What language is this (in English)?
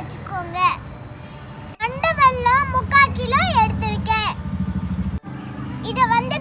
Tamil